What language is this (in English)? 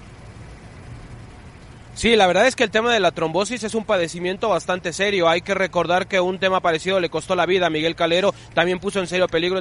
Spanish